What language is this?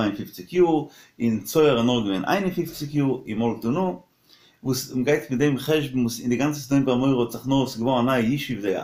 Yiddish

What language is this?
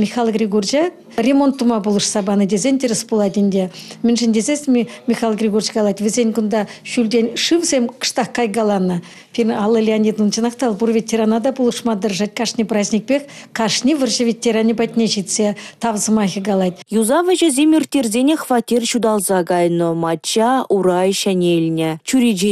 Chuvash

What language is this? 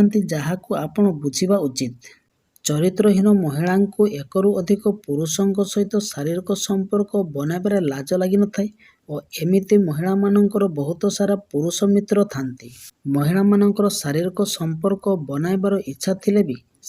Odia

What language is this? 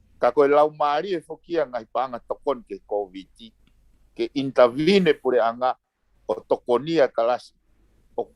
Tongan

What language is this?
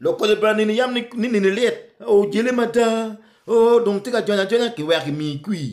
Acoli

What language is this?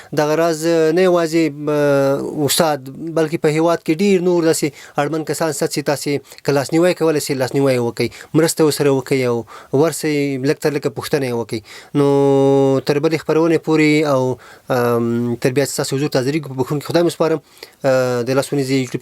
Pashto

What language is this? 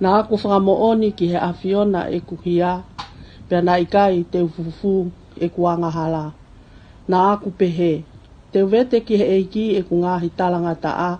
Tongan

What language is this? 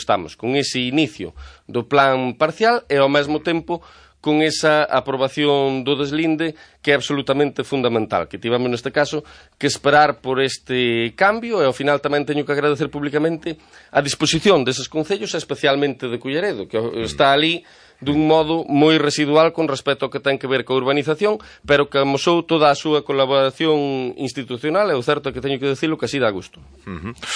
Galician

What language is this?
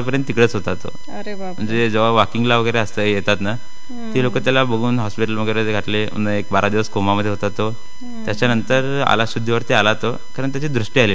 Marathi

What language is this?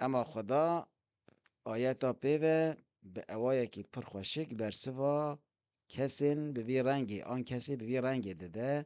Kurdish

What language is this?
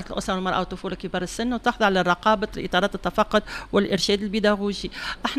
Tunisian Arabic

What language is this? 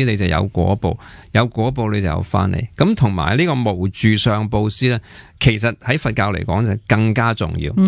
Cantonese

